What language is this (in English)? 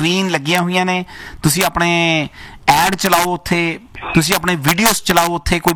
Punjabi